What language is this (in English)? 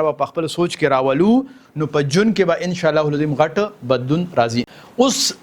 Pashto